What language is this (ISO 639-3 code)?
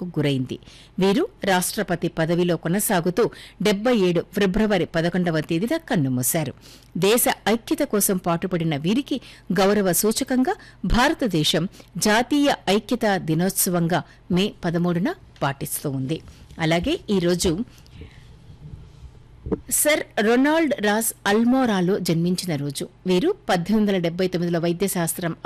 tel